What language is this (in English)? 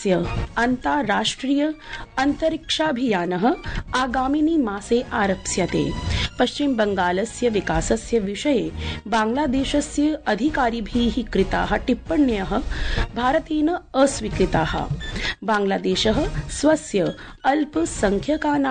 Sanskrit